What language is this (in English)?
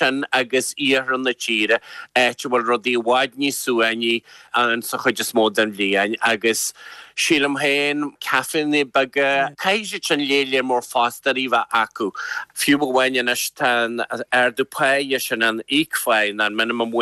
Irish